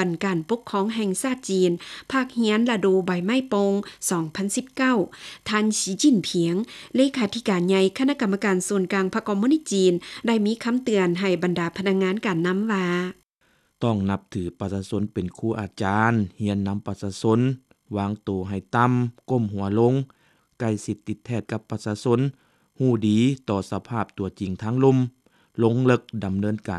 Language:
Lao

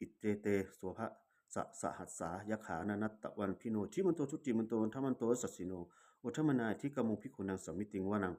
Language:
Pali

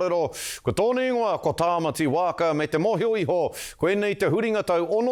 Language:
Māori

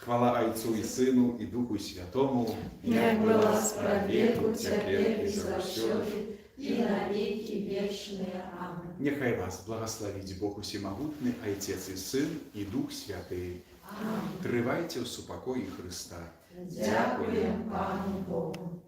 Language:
Belarusian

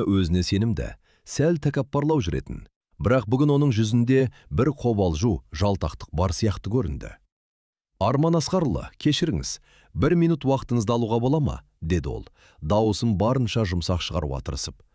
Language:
Kazakh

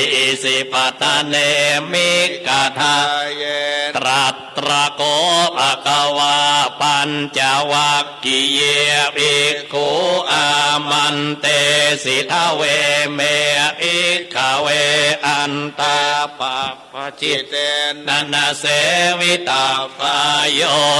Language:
Pali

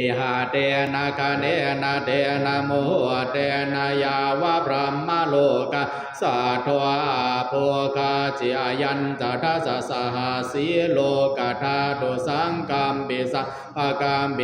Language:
Pali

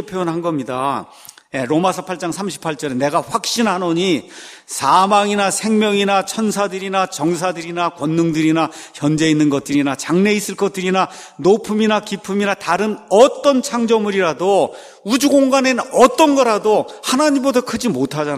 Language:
Korean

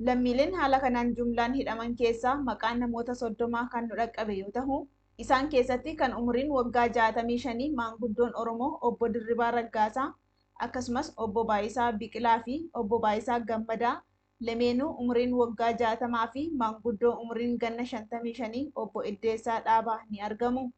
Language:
Oromo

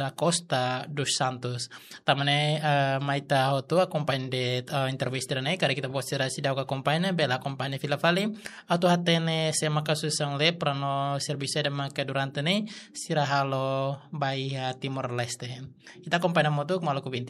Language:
Tetum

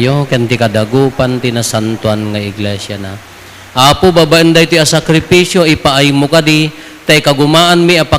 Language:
Iloko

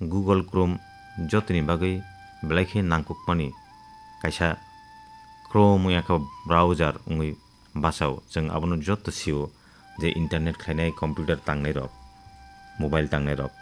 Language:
Kok Borok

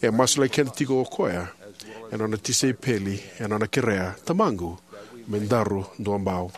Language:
Fijian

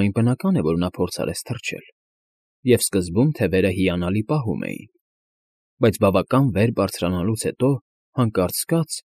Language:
Armenian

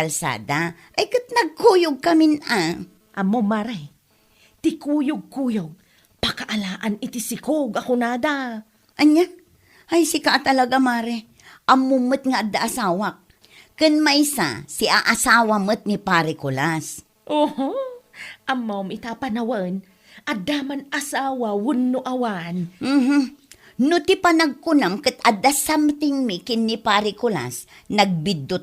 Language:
Iloko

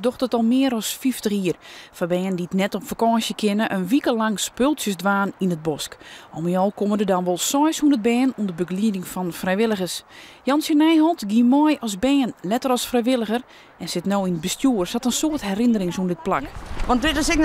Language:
Western Frisian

